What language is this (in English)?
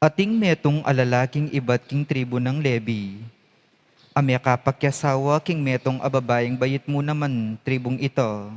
Pampanga